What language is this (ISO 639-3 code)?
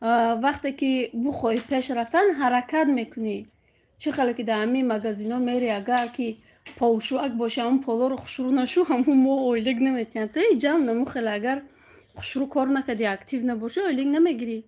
tgk